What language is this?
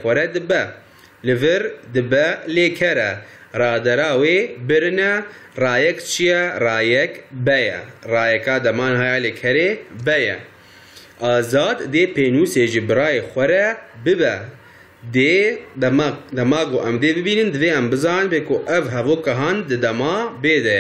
Kurdish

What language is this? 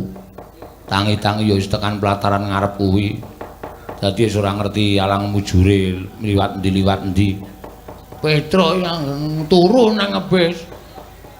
Javanese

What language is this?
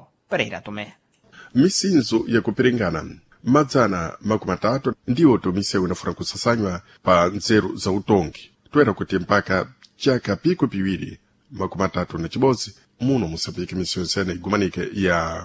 Sena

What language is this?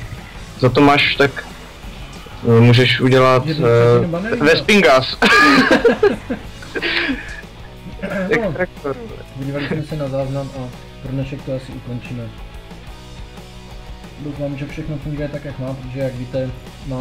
Czech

